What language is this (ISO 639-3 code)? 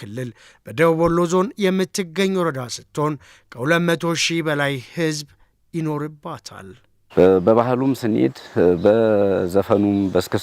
amh